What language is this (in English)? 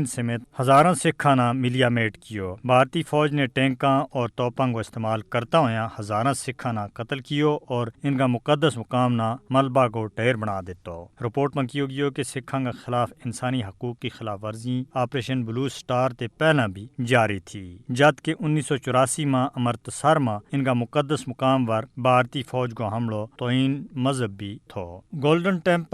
Gujari